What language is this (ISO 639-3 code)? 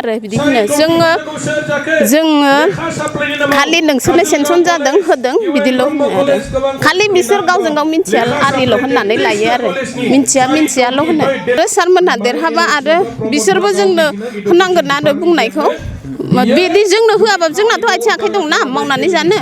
brx